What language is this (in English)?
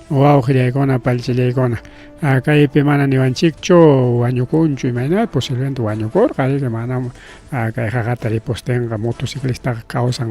Ayacucho Quechua